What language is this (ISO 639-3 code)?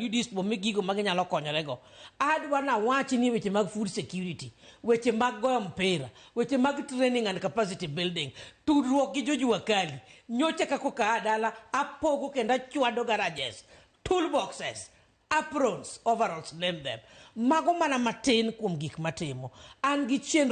luo